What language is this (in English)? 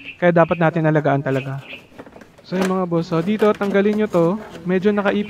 Filipino